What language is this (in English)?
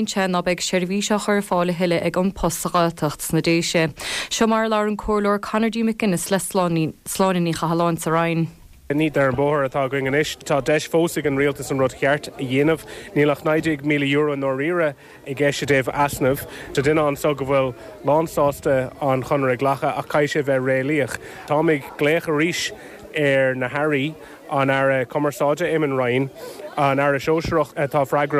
Irish